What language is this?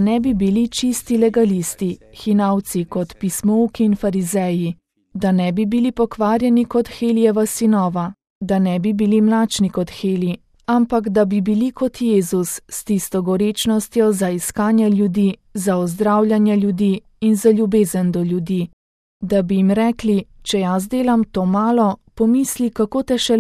Slovenian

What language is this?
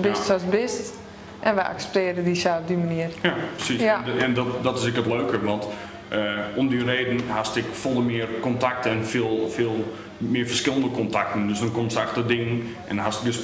Western Frisian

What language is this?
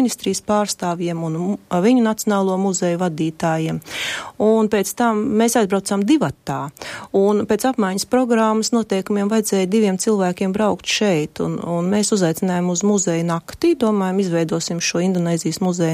Latvian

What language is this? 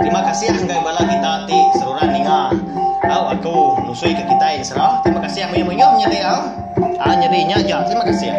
Iban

